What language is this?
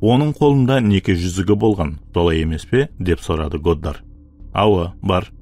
Kara-Kalpak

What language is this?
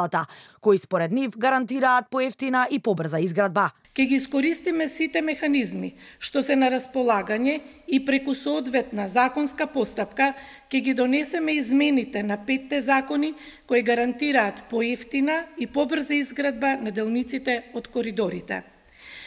Macedonian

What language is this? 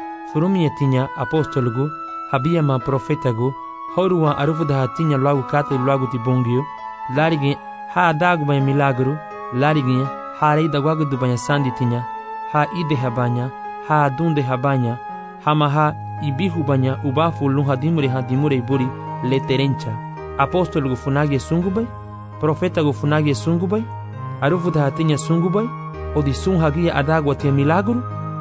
Garifuna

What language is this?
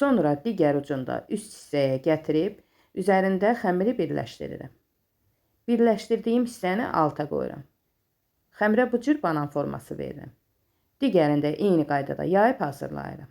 Azerbaijani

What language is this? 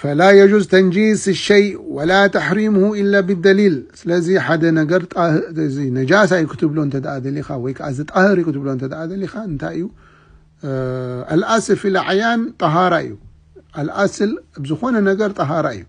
Tigrinya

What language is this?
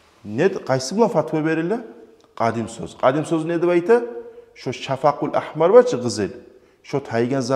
Kumyk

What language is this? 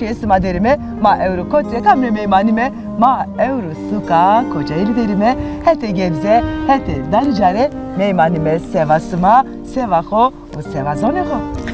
Zaza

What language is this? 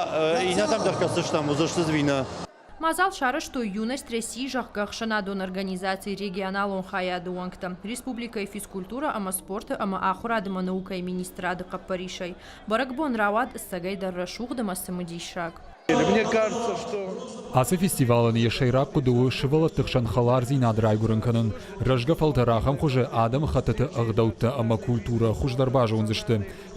Ossetic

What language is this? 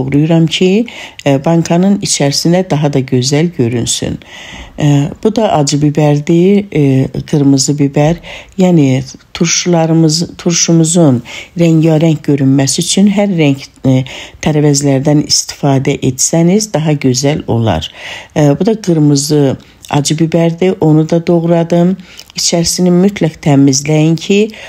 Azerbaijani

